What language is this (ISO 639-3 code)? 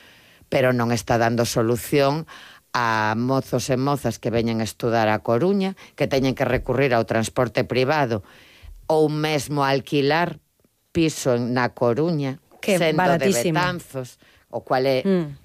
glg